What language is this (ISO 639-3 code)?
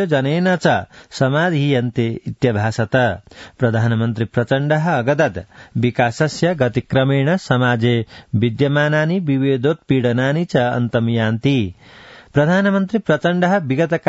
san